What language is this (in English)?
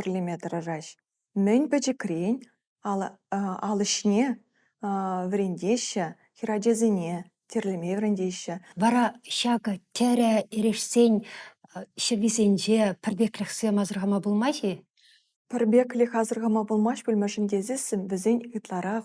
Chuvash